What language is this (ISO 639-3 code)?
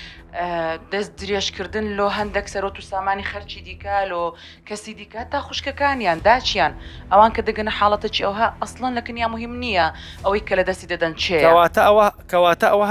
ckb